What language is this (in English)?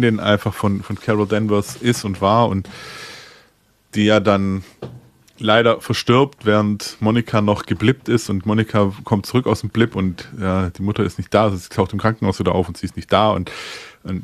German